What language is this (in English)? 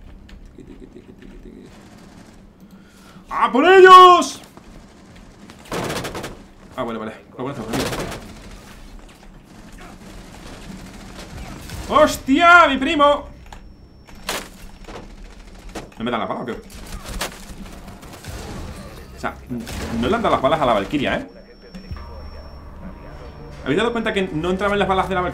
Spanish